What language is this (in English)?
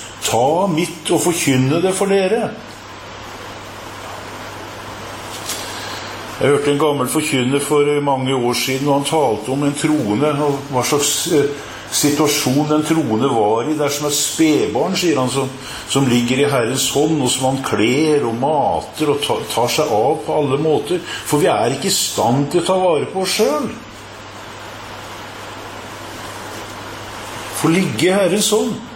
Norwegian